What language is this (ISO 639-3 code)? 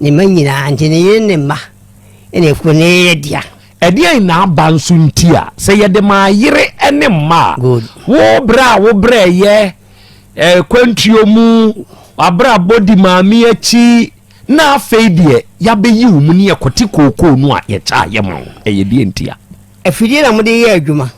aka